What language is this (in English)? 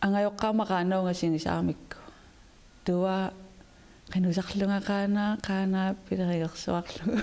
Kalaallisut